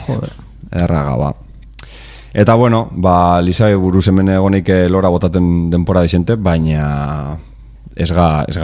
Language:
Basque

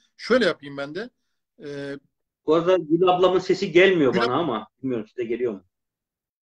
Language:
Turkish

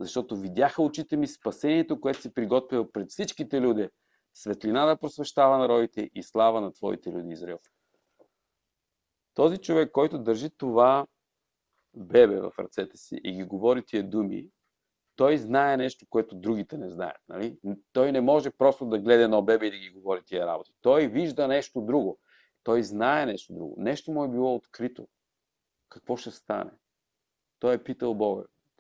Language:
Bulgarian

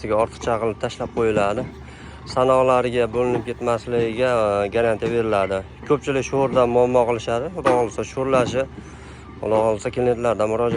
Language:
Uzbek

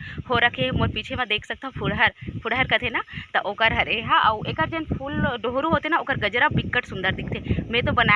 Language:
Chhattisgarhi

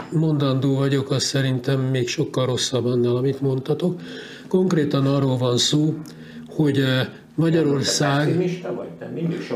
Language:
Hungarian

